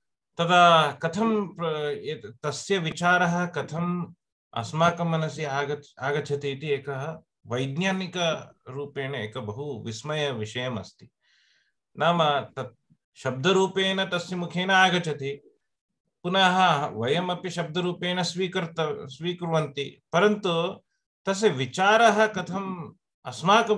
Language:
Sanskrit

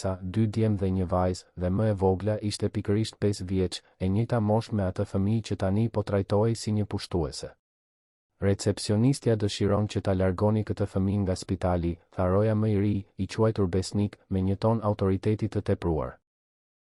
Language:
Albanian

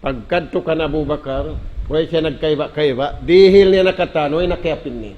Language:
Tausug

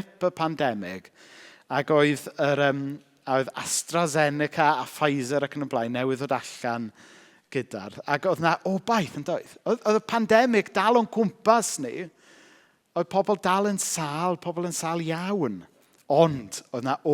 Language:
Welsh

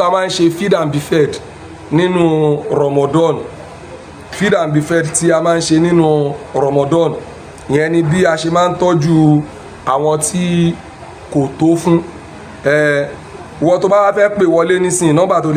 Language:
Yoruba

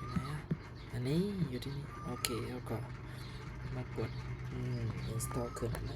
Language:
Shan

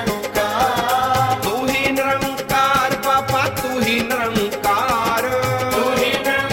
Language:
Punjabi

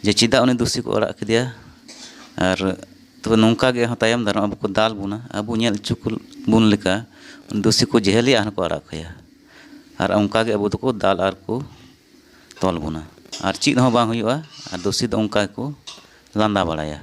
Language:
Santali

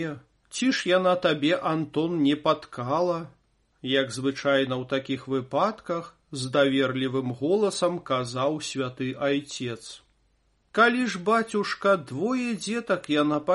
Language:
Belarusian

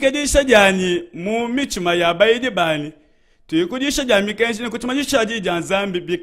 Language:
Luba-Lulua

